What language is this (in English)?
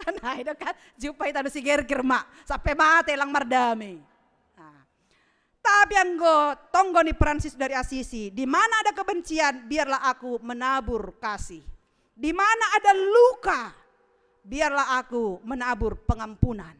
Batak Simalungun